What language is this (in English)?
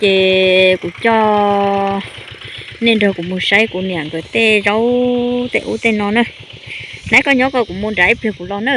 Hmong